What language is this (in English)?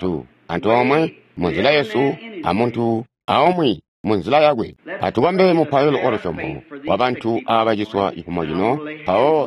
Tonga (Zambia)